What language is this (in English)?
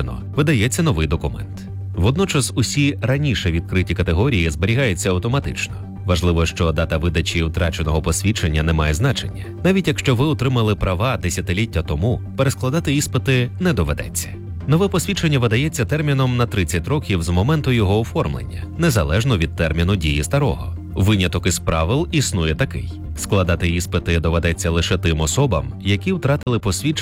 Ukrainian